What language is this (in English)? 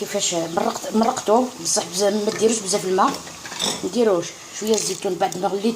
Algerian Arabic